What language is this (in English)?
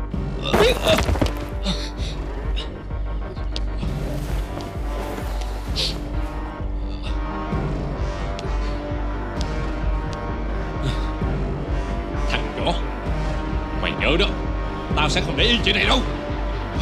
Vietnamese